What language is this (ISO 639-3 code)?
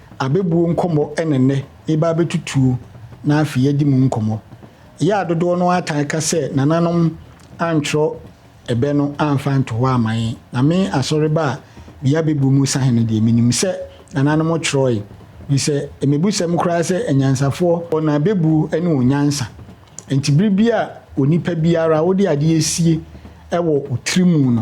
aka